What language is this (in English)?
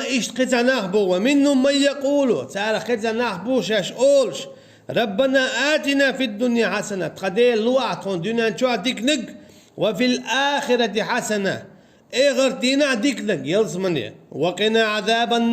Chechen